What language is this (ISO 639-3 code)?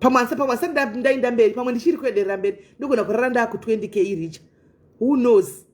sna